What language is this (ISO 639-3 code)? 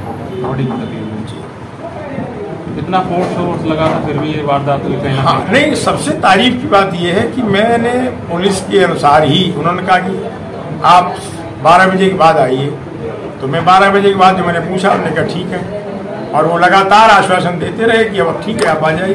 hin